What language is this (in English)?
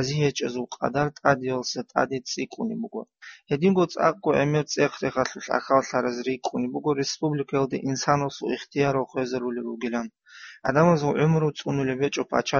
Avaric